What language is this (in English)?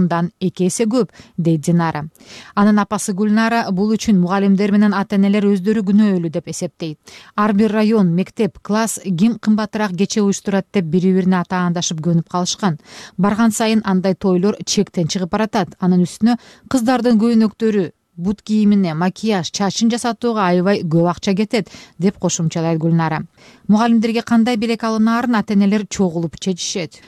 Kyrgyz